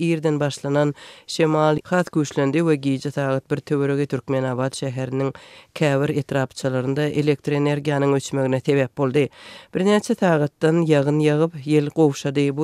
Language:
Turkmen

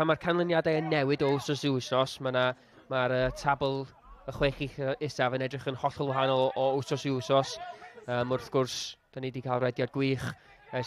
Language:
Welsh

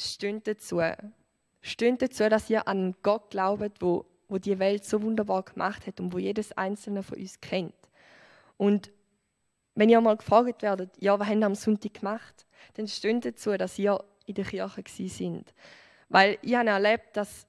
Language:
Swiss German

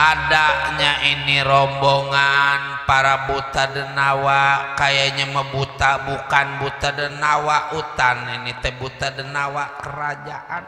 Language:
Betawi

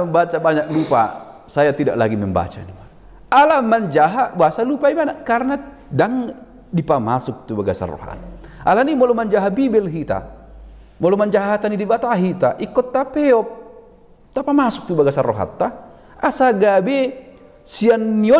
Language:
Batak Toba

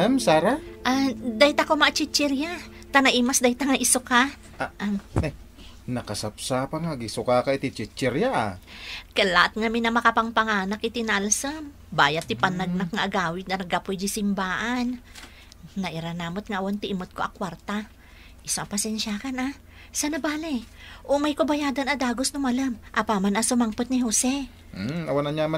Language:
Iloko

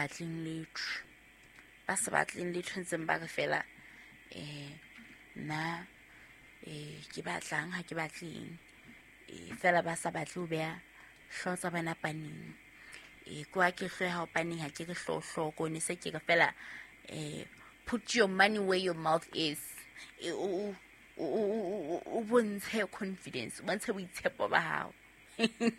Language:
Southern Sotho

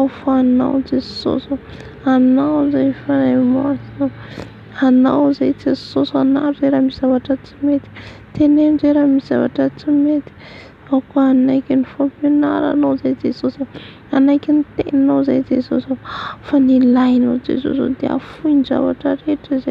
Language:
Malagasy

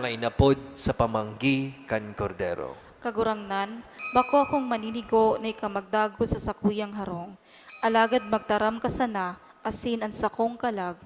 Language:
Bikol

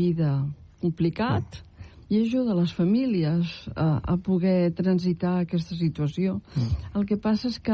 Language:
Catalan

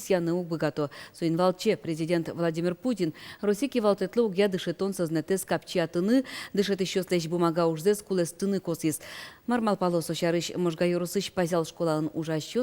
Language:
Udmurt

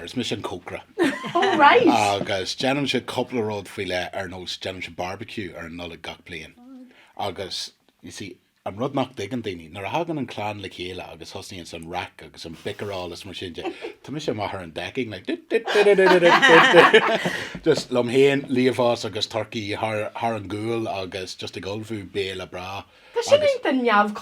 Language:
Irish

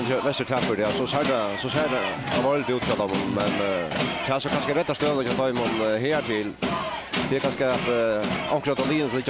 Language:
Faroese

